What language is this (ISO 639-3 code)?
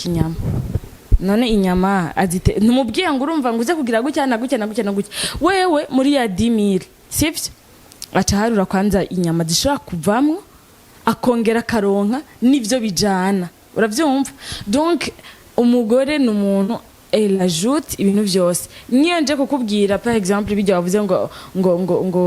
run